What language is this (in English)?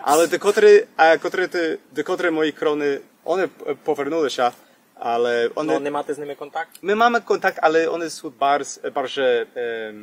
Rusyn